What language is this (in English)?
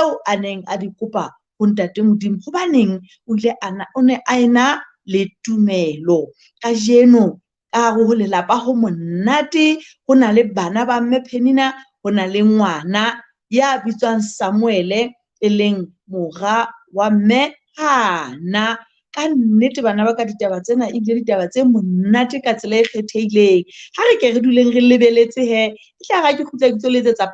Southern Sotho